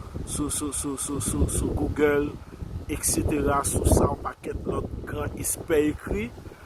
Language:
Haitian Creole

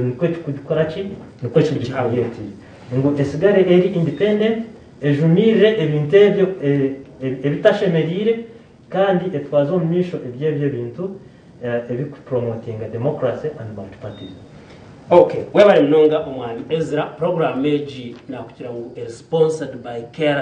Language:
Nyankole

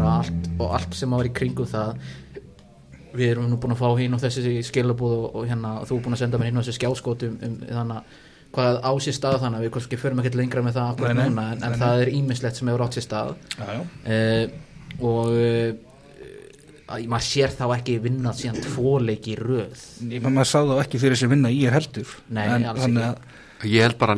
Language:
Icelandic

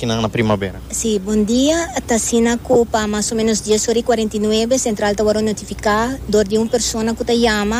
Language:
Papiamento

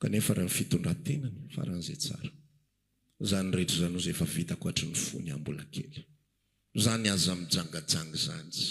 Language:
Malagasy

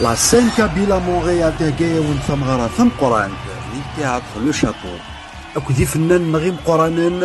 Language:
Kabyle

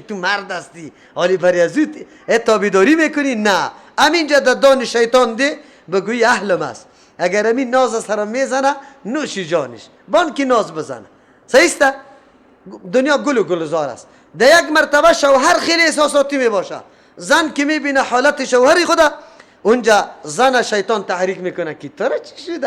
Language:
Persian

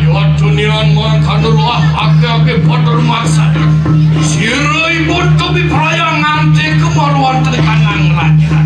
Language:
Balinese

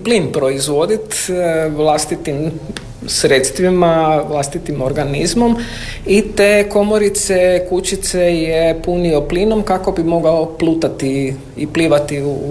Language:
Croatian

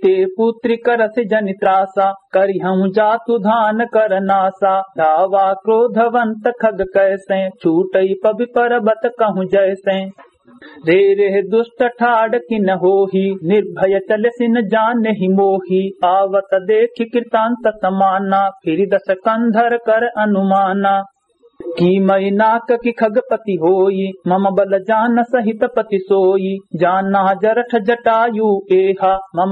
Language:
Awadhi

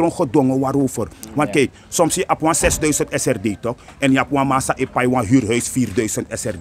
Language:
Sranan Tongo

